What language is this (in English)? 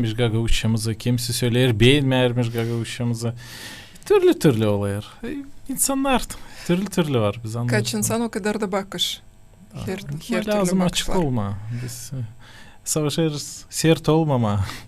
Gagauz